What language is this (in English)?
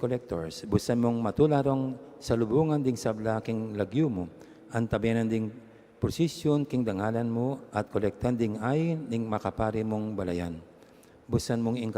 Pampanga